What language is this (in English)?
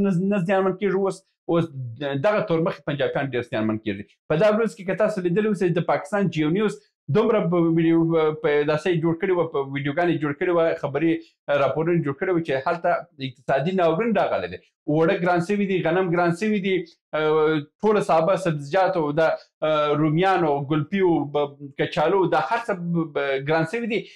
Pashto